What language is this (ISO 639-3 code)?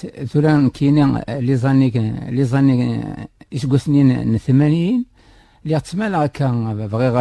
kab